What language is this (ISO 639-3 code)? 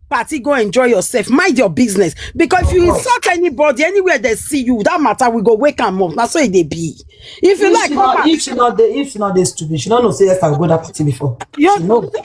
pcm